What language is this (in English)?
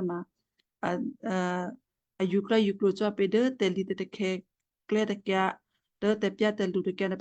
Western Kayah